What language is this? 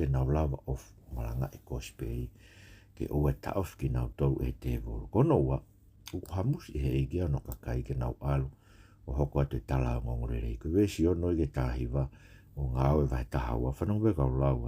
Tongan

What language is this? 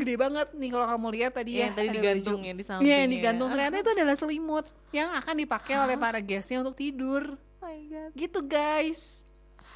Indonesian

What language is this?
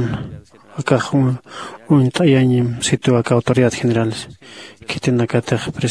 Aymara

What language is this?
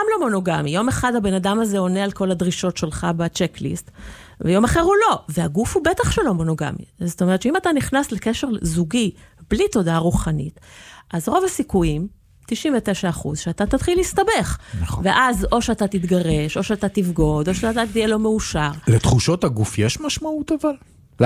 Hebrew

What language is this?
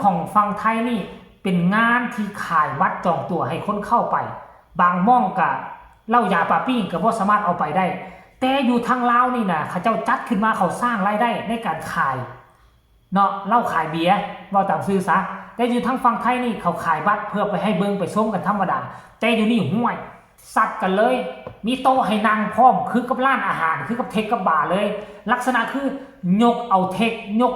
Northeastern Thai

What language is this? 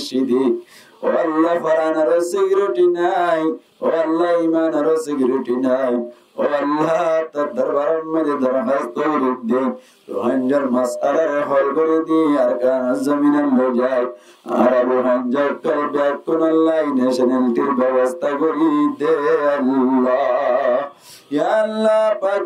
Rohingya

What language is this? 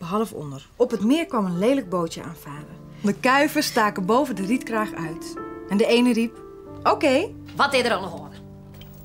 Western Frisian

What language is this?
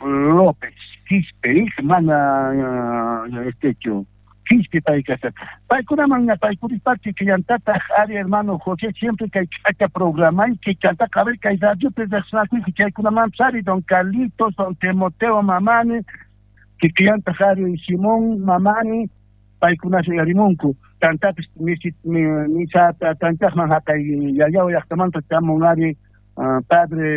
South Bolivian Quechua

